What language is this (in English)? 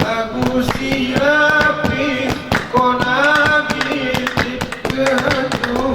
Gayo